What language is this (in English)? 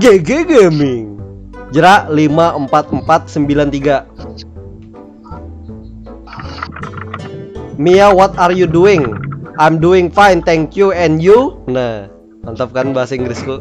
Banjar